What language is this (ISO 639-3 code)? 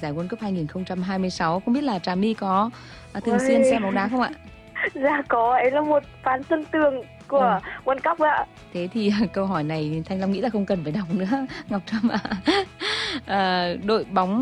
vie